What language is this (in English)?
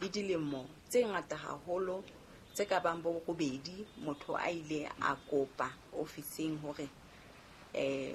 Southern Sotho